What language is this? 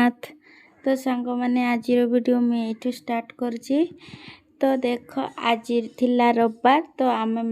Odia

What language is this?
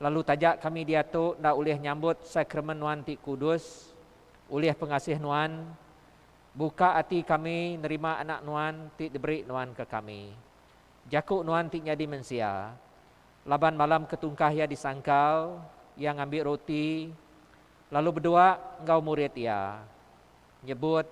Iban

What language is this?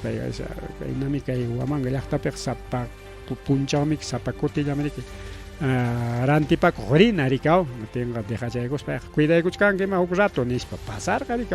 Ayacucho Quechua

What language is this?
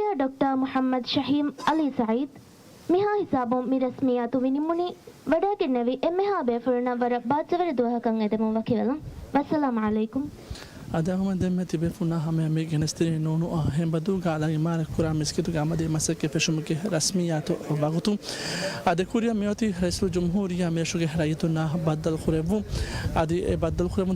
Divehi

